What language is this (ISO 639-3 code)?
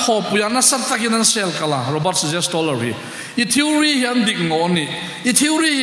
hmr